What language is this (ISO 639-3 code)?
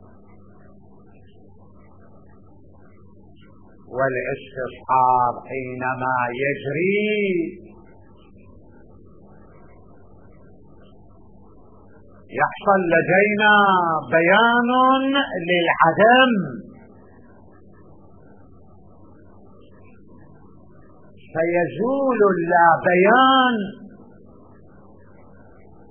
ara